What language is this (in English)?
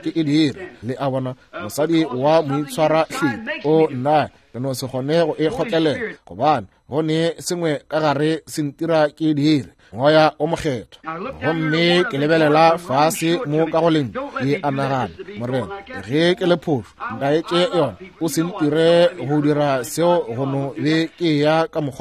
Northern Sotho